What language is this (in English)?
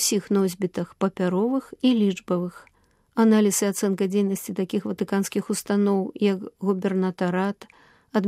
Belarusian